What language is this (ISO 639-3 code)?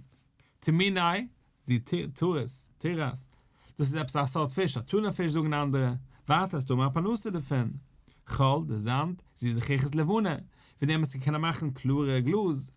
yid